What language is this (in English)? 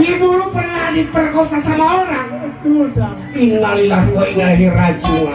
Betawi